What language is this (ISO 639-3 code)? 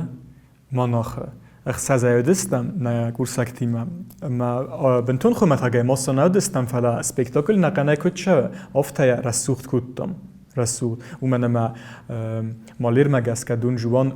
oss